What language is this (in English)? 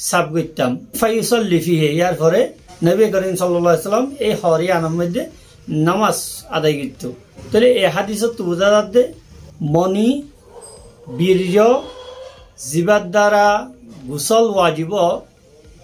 Rohingya